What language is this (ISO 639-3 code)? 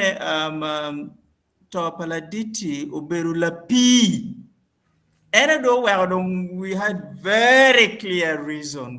ach